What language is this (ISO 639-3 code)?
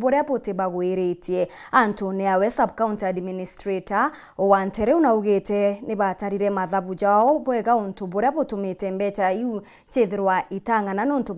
mer